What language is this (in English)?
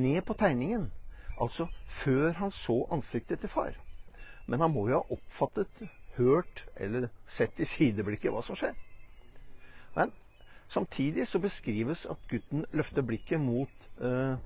Norwegian